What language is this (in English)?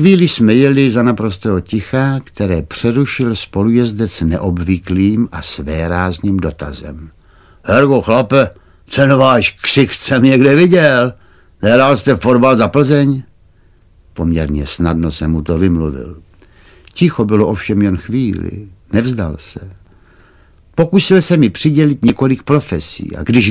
Czech